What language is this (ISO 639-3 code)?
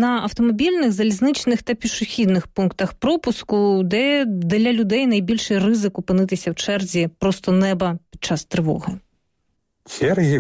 ukr